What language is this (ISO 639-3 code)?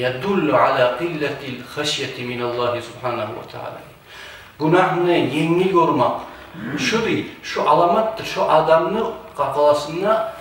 kum